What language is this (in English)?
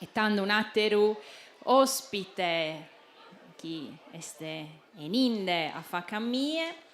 Sardinian